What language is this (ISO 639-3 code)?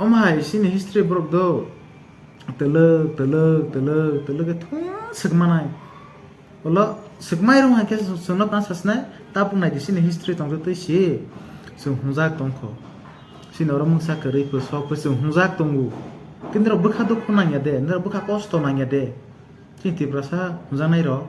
trp